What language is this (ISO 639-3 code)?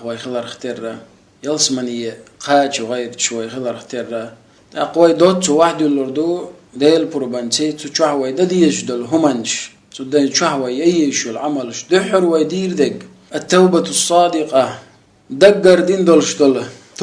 che